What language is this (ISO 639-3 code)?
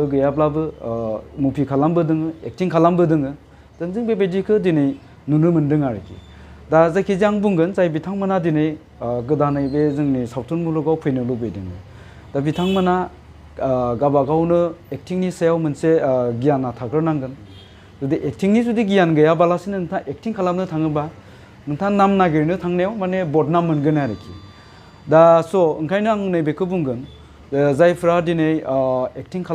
brx